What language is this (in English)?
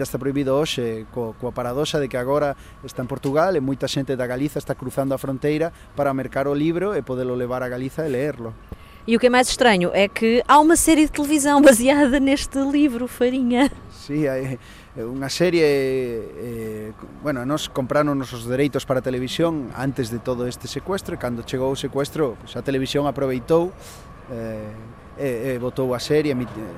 Galician